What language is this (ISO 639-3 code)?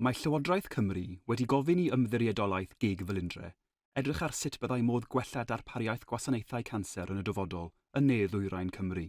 cym